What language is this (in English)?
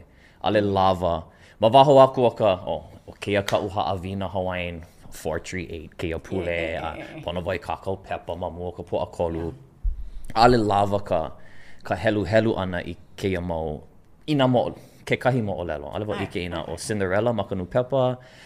Hawaiian